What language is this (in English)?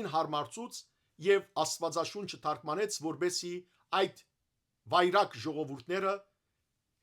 Western Armenian